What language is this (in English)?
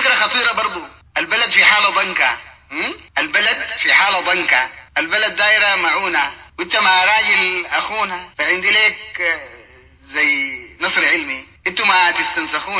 Sudanese Arabic